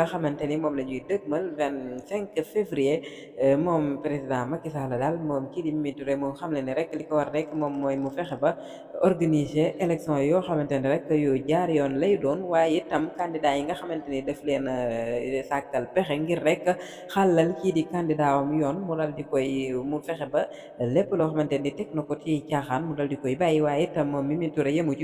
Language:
Wolof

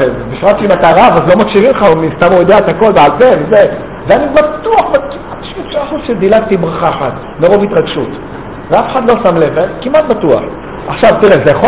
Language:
Hebrew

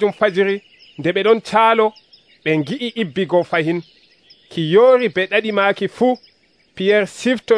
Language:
Nigerian Fulfulde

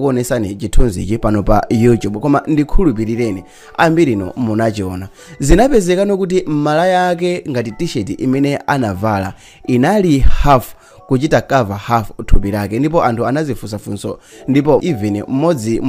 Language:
Nyanja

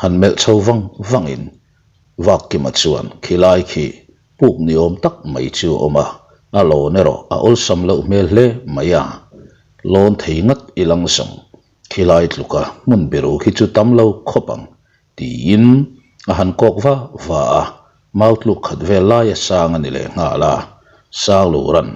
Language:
Mizo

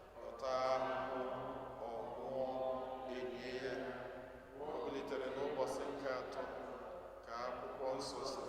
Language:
Igbo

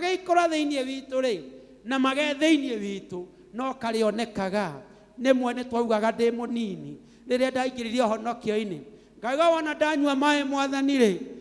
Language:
Kikuyu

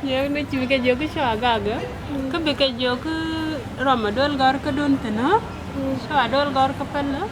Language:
Nuer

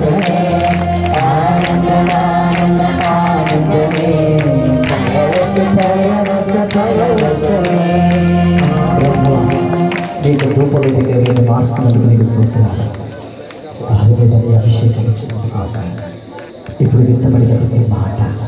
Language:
Telugu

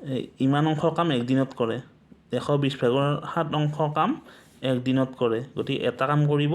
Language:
Assamese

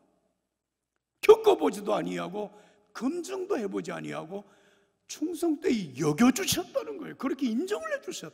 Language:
Korean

